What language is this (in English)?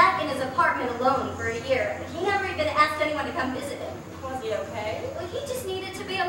English